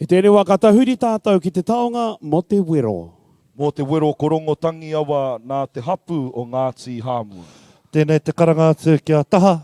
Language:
Māori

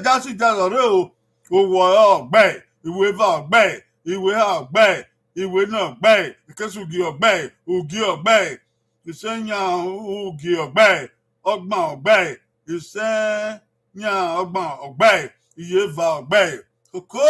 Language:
Bini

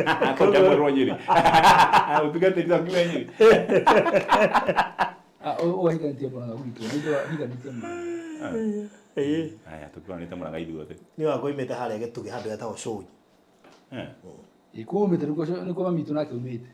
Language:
Kikuyu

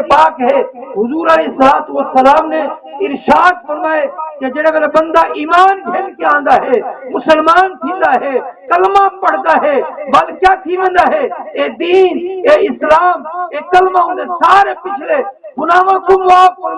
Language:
Saraiki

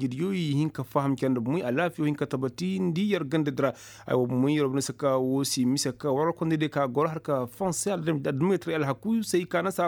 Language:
Koyraboro Senni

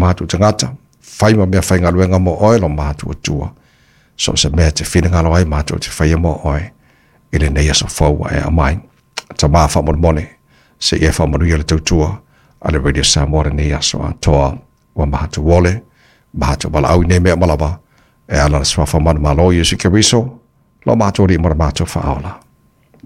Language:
Samoan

